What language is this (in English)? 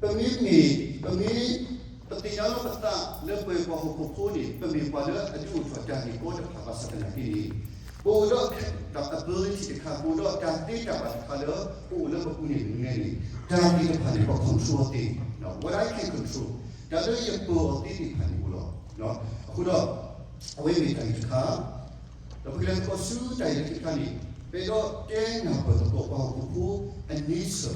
S'gaw Karen